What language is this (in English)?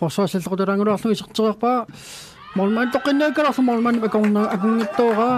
Kalaallisut